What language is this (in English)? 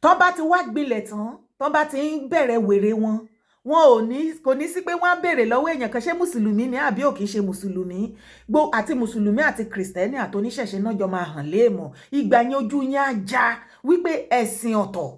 Yoruba